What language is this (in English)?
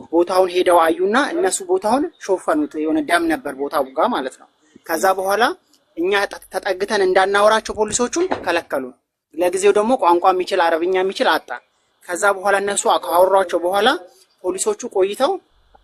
Amharic